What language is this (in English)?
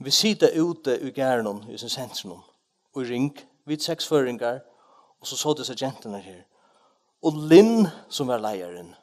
Faroese